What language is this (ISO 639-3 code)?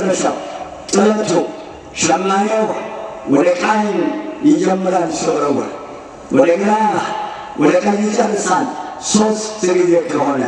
amh